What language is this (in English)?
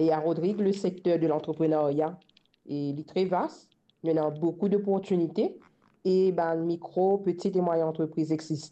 Morisyen